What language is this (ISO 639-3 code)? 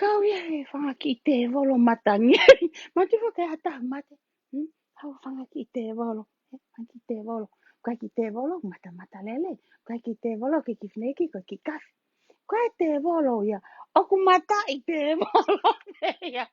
ton